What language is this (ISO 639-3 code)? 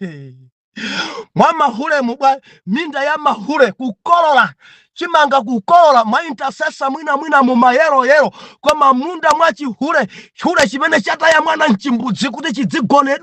nya